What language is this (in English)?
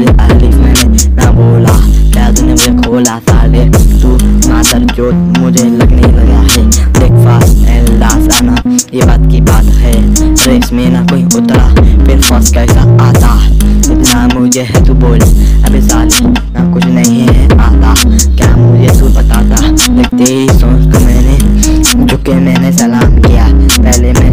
Hindi